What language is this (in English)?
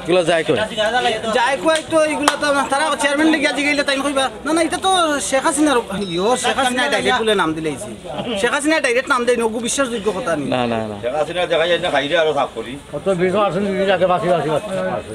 Sylheti